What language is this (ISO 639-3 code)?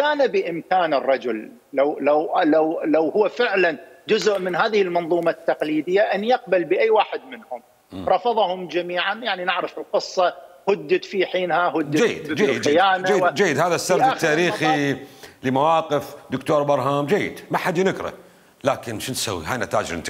acm